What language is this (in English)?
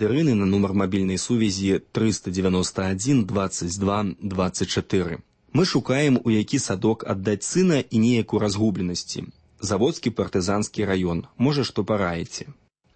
Belarusian